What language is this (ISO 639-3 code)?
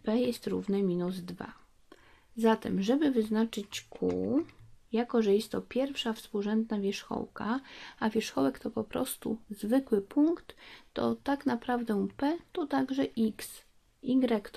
pol